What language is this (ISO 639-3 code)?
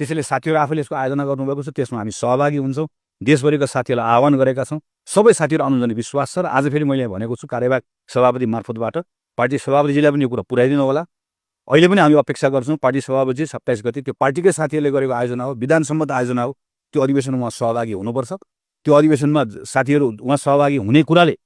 nep